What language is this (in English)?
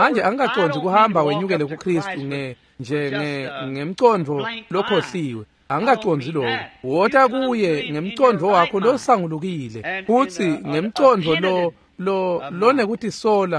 Swati